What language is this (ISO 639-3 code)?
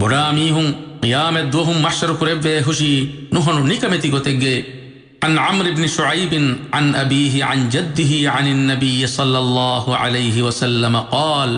div